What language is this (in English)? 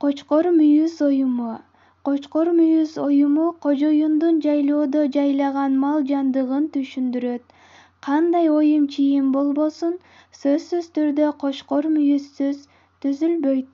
Kyrgyz